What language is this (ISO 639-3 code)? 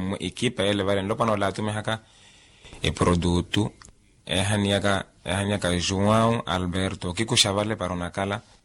vmw